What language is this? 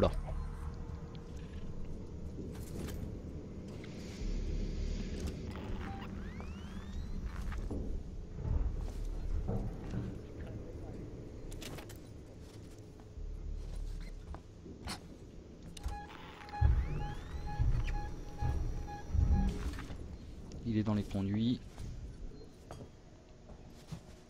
French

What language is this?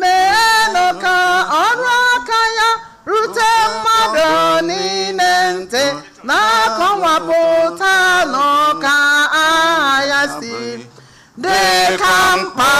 Igbo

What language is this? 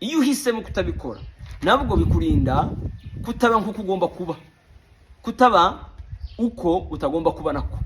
Kinyarwanda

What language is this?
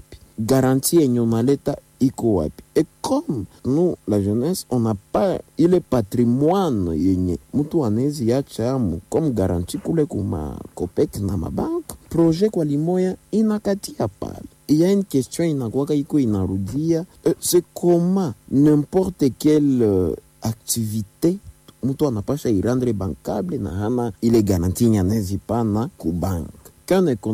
Swahili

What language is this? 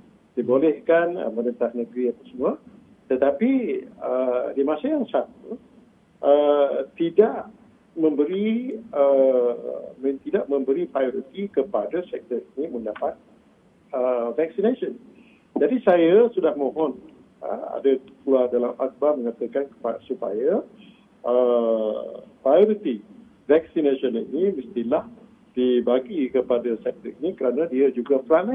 Malay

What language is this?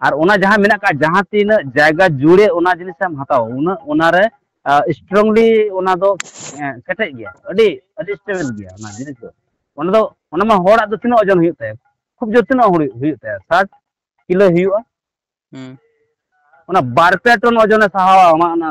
Santali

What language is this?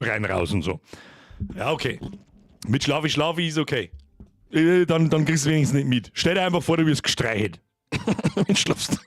Bavarian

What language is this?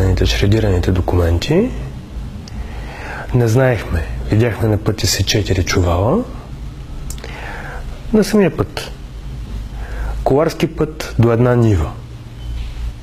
Bulgarian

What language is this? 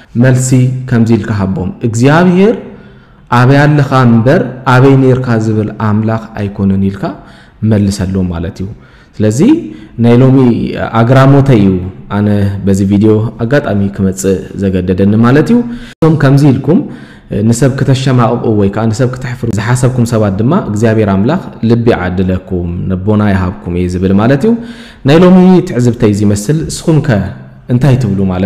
Tigrinya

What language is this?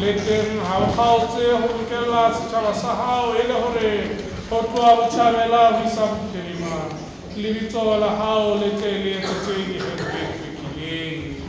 Southern Sotho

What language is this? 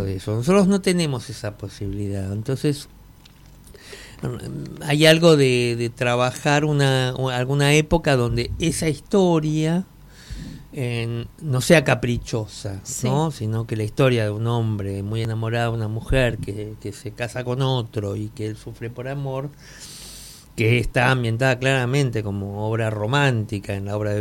Spanish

